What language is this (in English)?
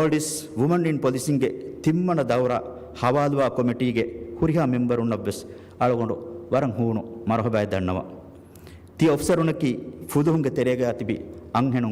Divehi